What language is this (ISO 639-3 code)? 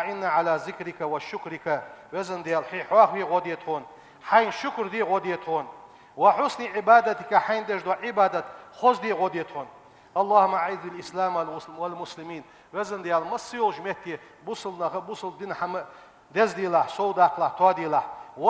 inh